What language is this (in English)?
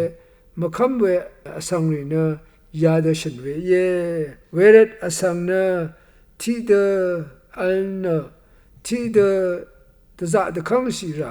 Rawang